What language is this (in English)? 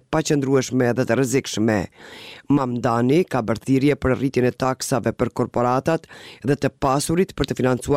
Albanian